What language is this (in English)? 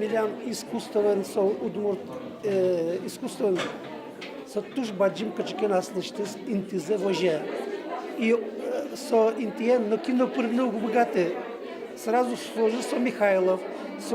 Udmurt